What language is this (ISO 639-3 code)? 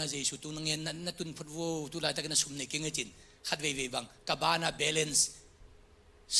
ctd